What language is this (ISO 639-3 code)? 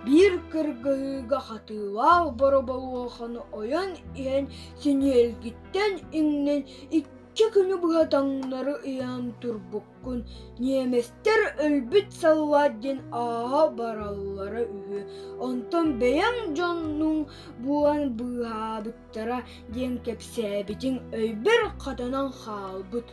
sah